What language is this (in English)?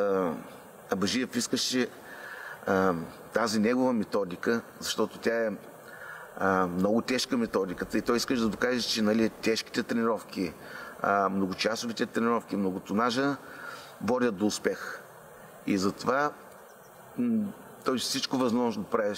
Bulgarian